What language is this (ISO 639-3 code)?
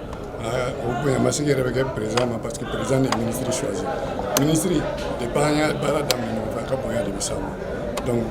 bam